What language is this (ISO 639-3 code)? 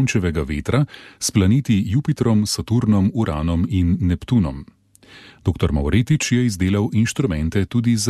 slv